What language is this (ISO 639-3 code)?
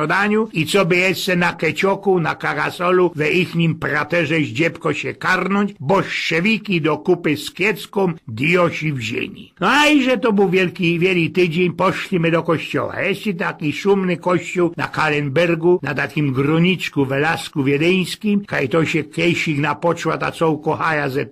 szl